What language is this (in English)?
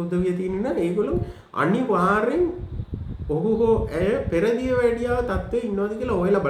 Sinhala